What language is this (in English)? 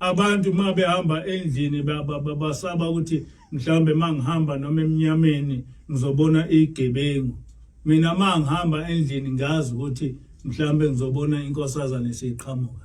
Zulu